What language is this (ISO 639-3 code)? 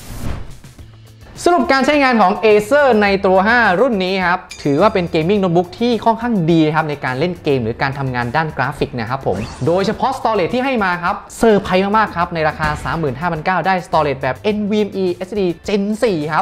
tha